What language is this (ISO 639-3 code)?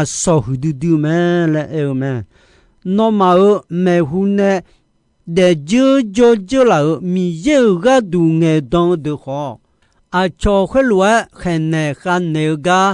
ahk